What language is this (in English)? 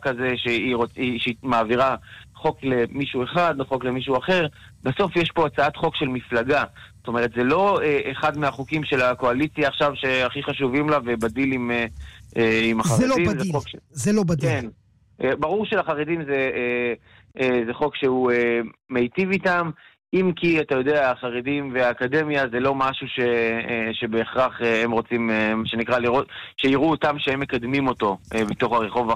Hebrew